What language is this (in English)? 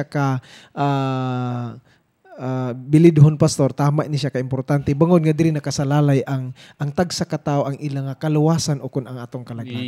Hiligaynon